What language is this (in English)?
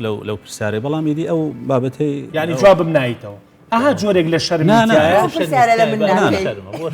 Central Kurdish